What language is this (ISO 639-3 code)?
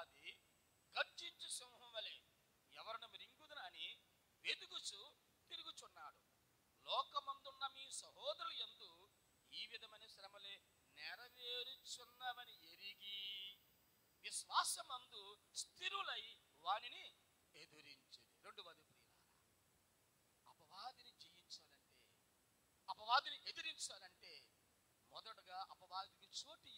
tel